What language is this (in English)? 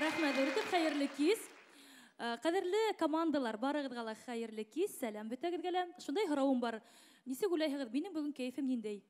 Bashkir